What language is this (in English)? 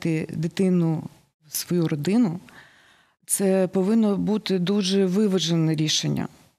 Ukrainian